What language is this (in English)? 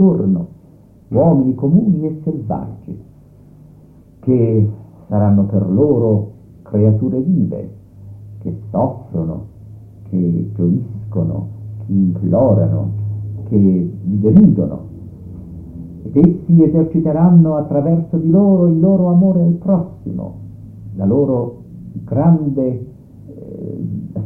Italian